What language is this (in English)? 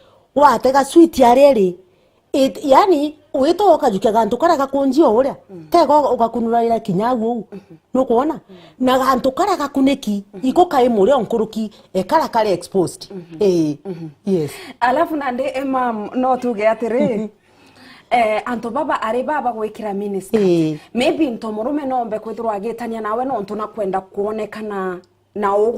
Meru